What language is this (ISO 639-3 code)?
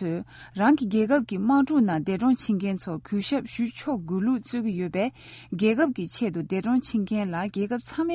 bod